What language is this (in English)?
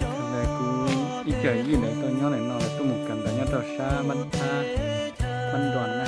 Hmong